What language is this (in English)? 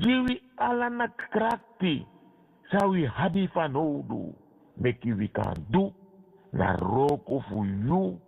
Sranan Tongo